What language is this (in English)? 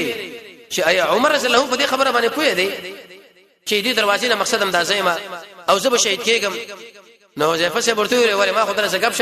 Pashto